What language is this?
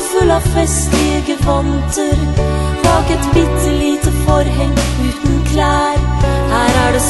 Norwegian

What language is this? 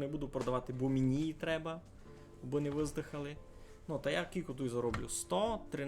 Rusyn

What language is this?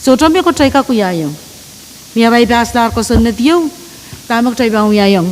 Pohnpeian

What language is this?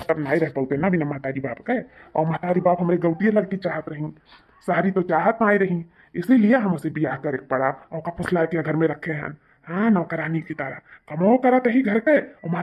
Awadhi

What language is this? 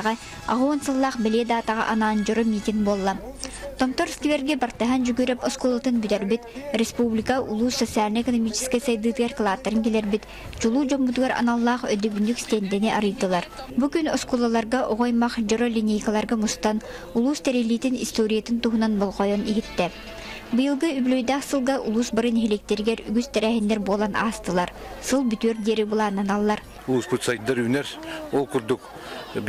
Yakut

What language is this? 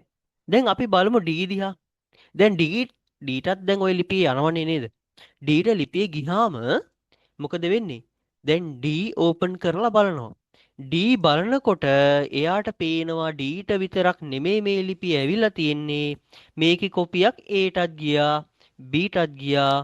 Sinhala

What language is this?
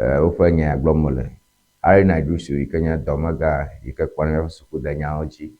Ewe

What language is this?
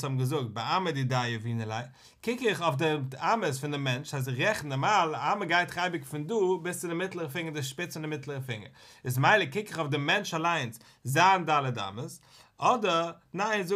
Yiddish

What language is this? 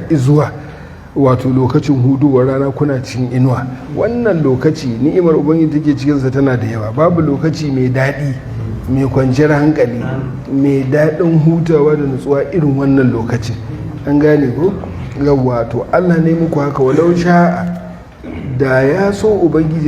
Hausa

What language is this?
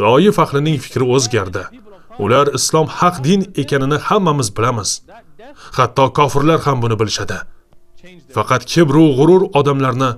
Uzbek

